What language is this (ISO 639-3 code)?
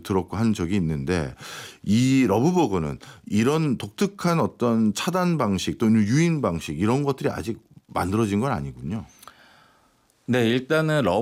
kor